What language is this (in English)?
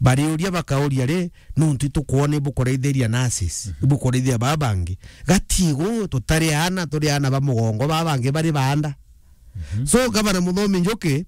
Meru